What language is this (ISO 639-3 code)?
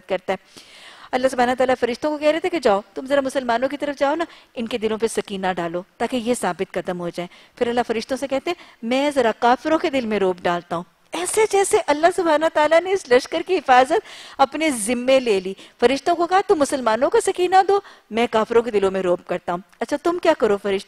urd